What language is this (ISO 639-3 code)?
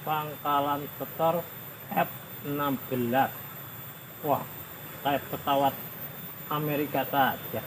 bew